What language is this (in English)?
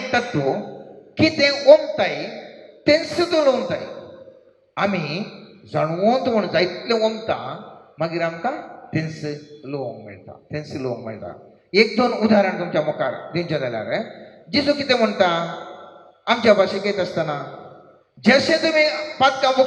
Konkani